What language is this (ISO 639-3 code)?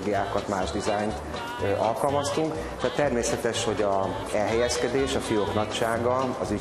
hun